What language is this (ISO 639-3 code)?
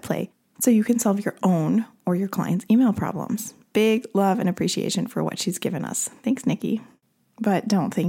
eng